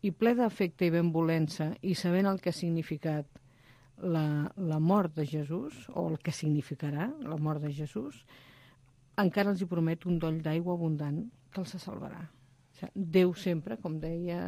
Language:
Catalan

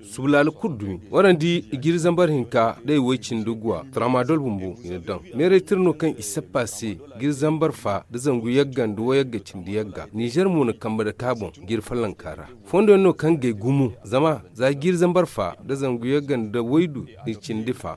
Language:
Zarma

